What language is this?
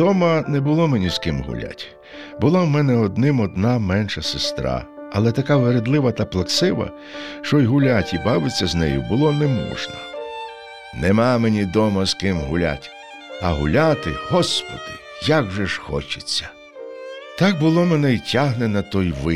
Ukrainian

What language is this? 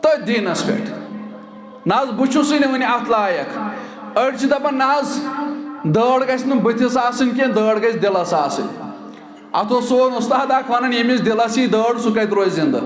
Kashmiri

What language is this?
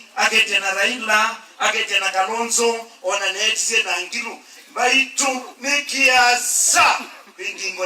Kamba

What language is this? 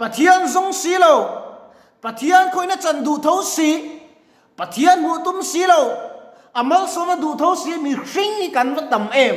Mizo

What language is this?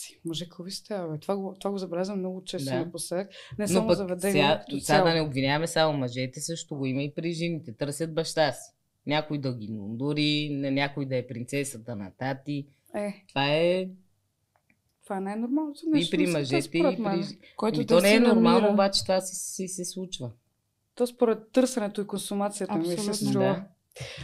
Bulgarian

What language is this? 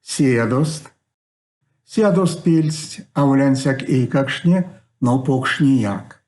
Erzya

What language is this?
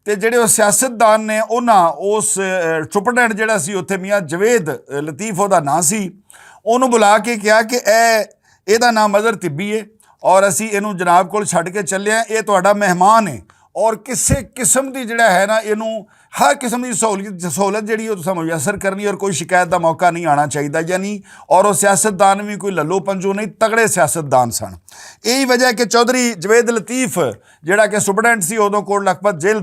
Western Panjabi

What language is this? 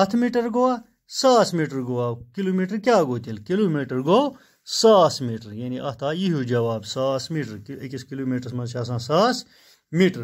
Kashmiri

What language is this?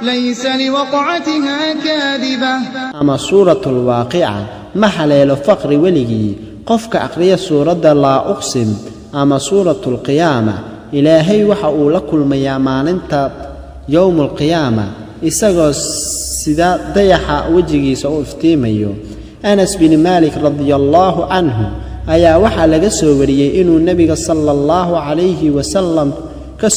Somali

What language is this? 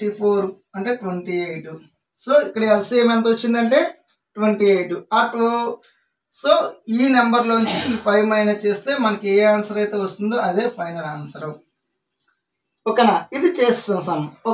Telugu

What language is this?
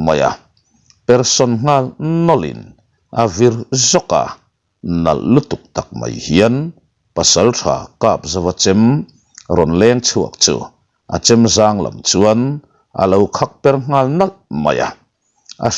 Mizo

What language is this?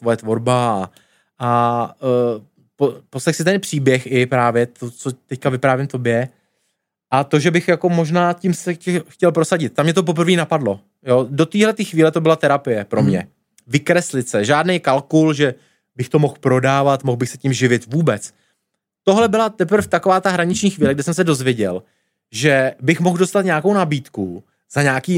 Czech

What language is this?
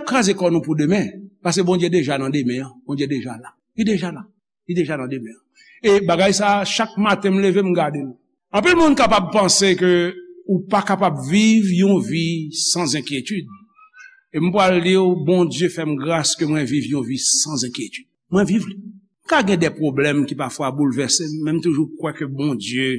Haitian Creole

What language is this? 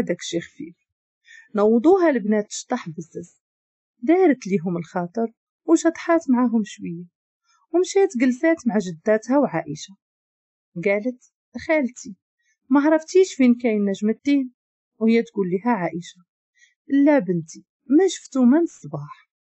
Moroccan Arabic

